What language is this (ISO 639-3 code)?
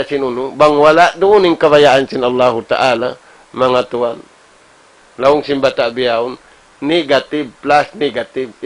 tsg